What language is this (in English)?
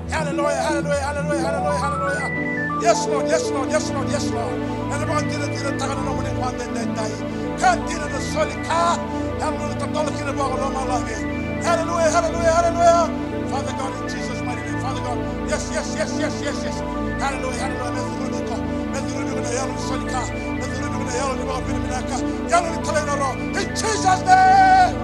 Fijian